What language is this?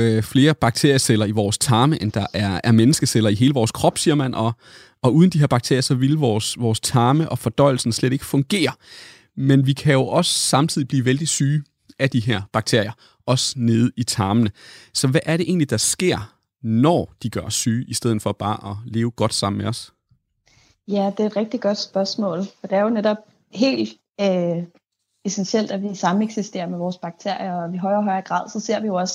Danish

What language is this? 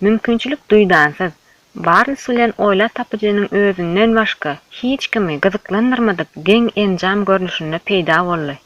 Turkmen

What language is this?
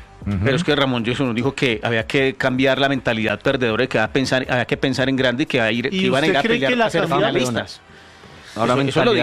Spanish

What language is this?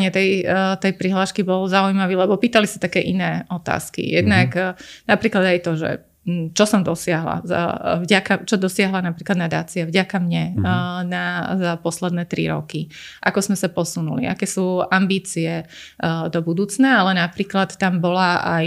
Slovak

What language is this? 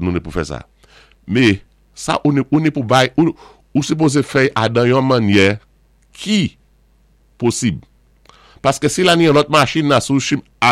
Saint Lucian Creole French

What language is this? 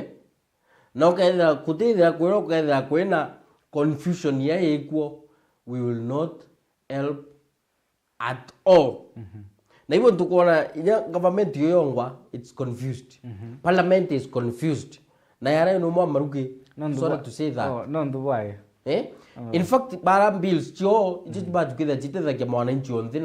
Meru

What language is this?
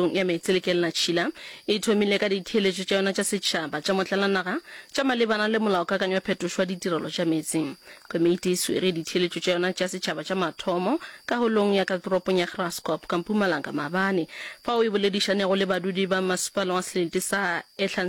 Northern Sotho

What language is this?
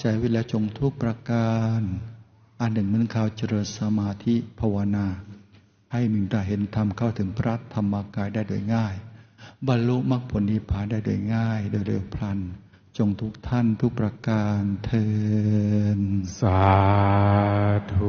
Thai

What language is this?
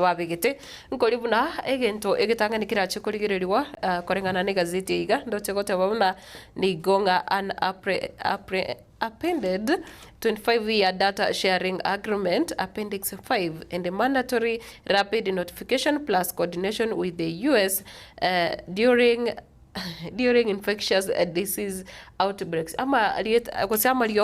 Gusii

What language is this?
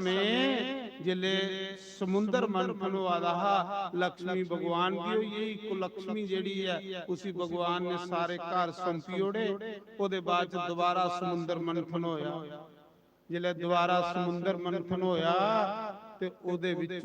Dogri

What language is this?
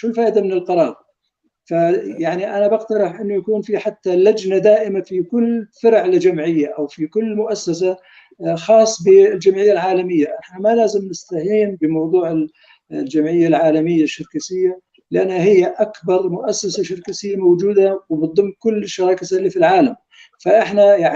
North Levantine Arabic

